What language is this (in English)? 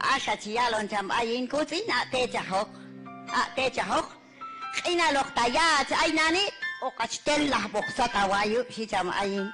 Q'anjob'al